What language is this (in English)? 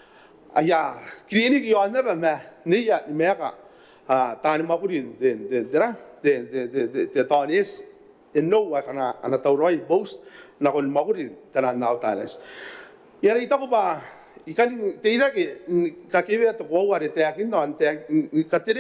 Gilbertese